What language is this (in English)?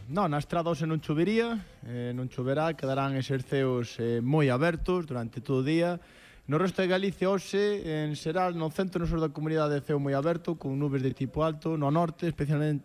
Galician